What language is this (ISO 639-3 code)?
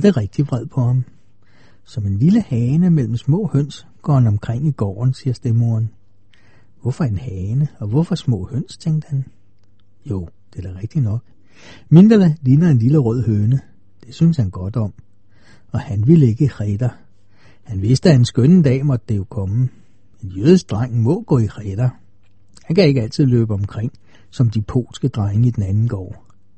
dan